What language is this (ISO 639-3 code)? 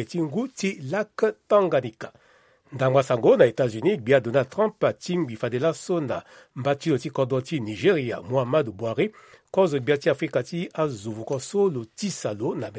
sag